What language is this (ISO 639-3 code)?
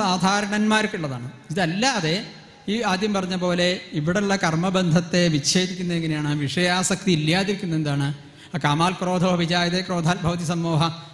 mal